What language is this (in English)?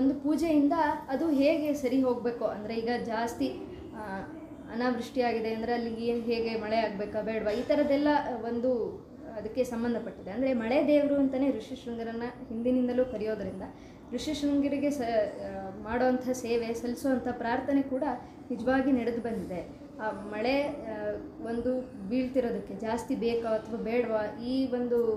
Kannada